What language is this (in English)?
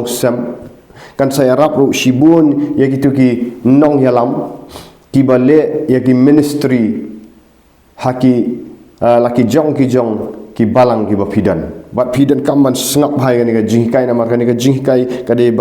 Khasi